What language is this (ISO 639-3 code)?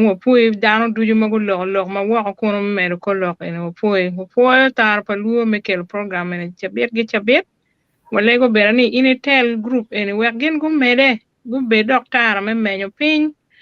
ach